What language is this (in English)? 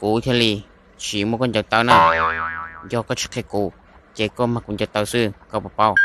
Hmong